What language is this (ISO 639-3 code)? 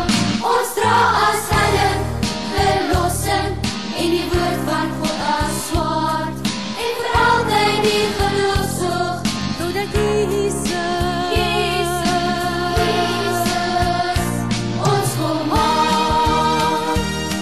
afr